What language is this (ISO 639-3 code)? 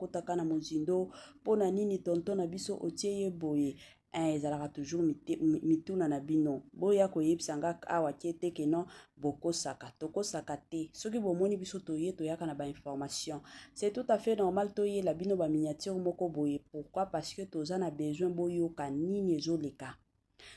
lin